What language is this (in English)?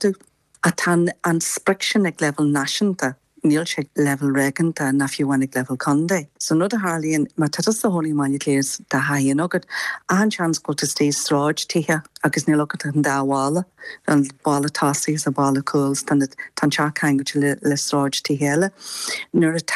Irish